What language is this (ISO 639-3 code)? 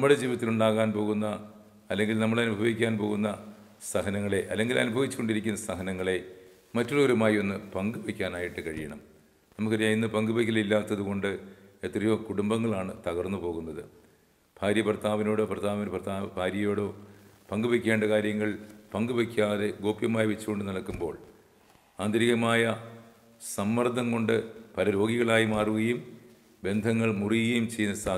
mal